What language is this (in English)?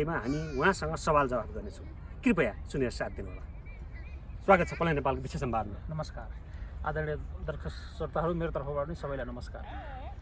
Nepali